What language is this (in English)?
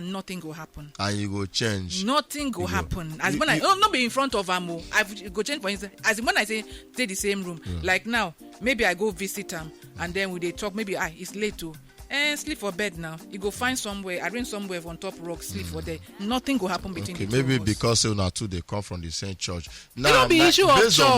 Nigerian Pidgin